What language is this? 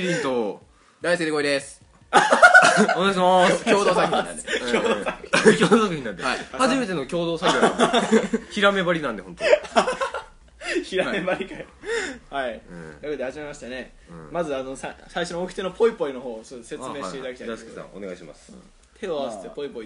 Japanese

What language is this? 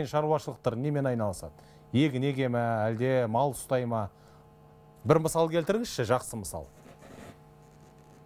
Kazakh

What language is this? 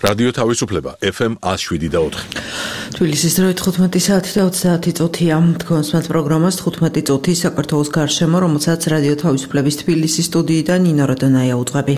Georgian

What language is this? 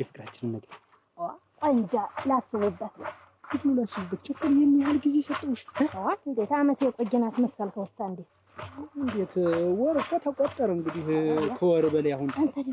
Amharic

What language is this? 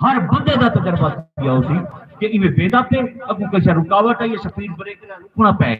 Saraiki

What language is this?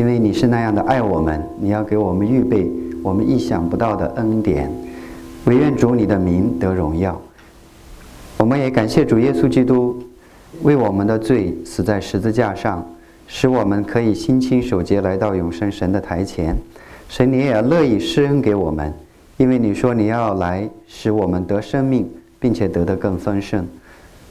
Chinese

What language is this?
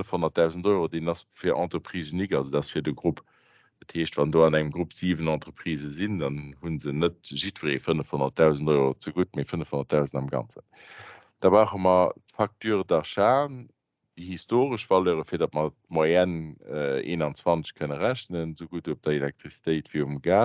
Luxembourgish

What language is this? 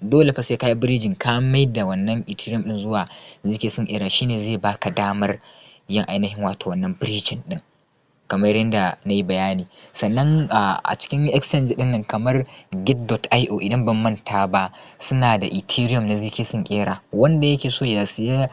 Hausa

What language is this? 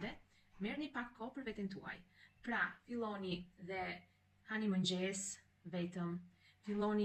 Albanian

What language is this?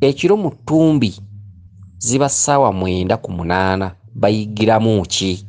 Ganda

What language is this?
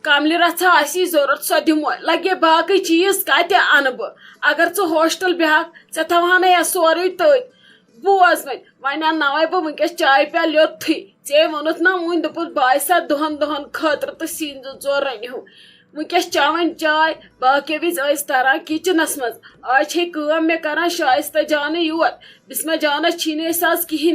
Kashmiri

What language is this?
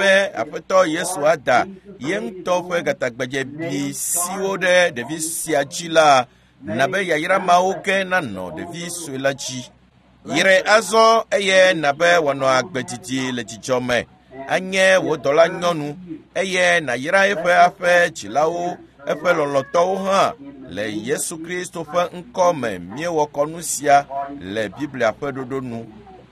Ewe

